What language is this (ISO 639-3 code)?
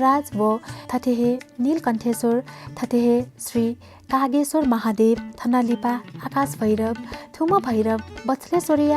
new